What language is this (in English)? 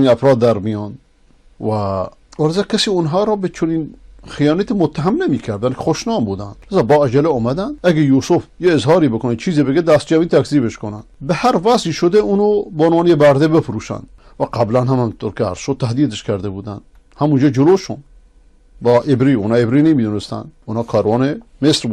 Persian